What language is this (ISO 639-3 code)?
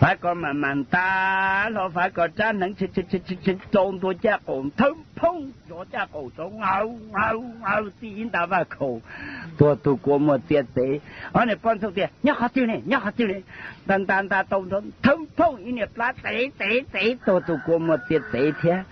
hmn